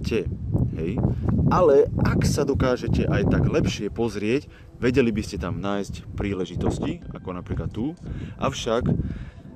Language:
Slovak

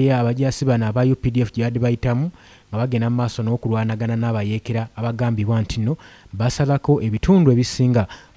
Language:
Ganda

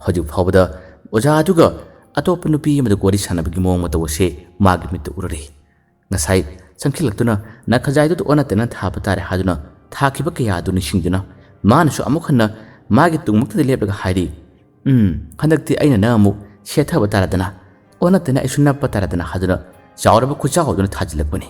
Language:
Manipuri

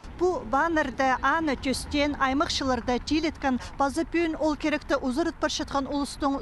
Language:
Khakas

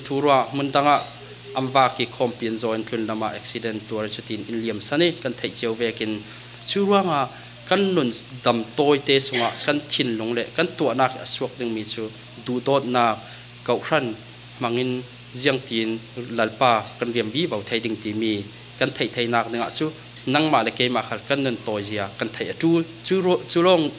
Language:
Falam Chin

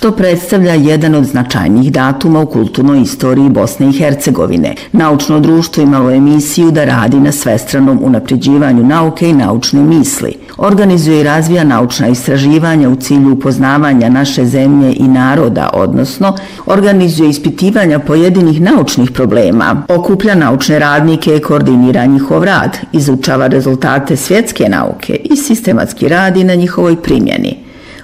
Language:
Bosnian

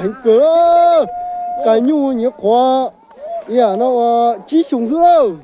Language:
Hmong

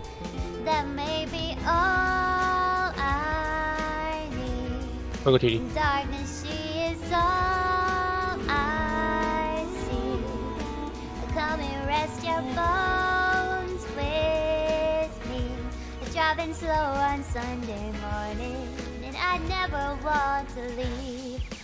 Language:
English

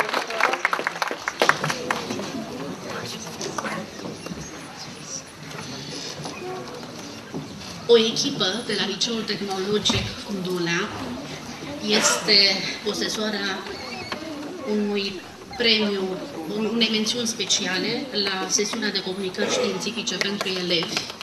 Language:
Romanian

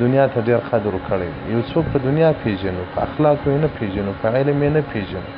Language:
Pashto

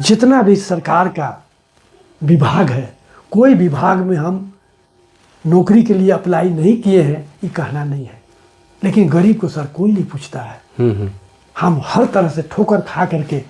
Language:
Sadri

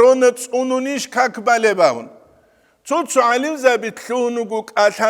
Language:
Avaric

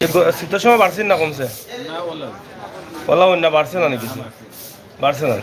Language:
Sylheti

